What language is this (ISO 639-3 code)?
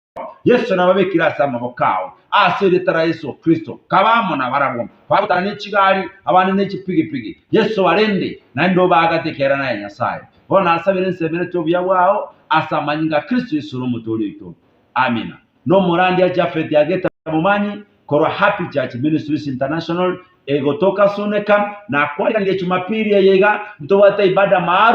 guz